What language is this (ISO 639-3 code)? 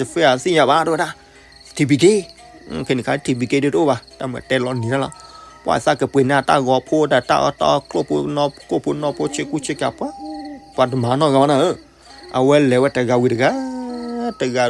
ksw